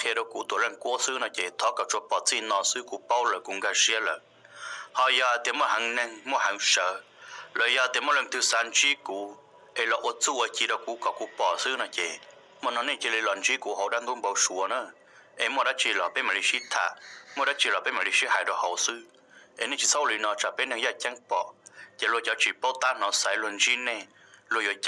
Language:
Hmong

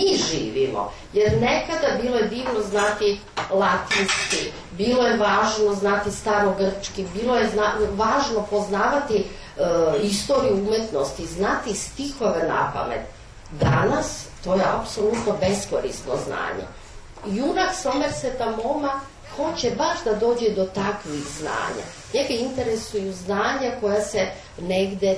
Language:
Serbian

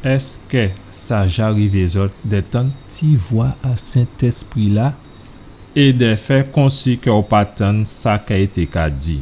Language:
Guadeloupean Creole French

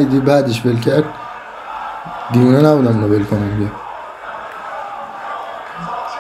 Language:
Persian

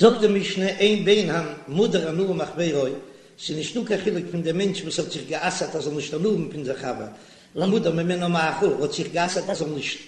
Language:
Yiddish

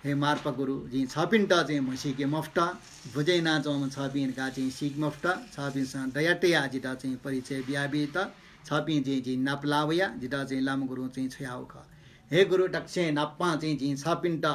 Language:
Newari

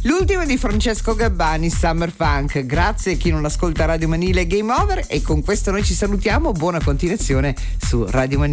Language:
Italian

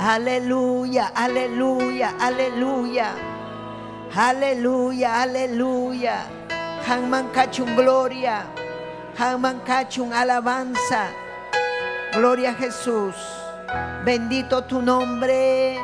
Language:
Ayacucho Quechua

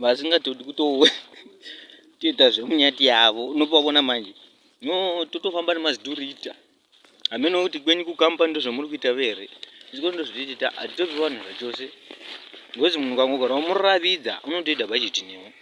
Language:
Shona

